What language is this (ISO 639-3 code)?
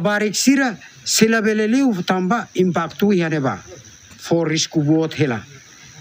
tet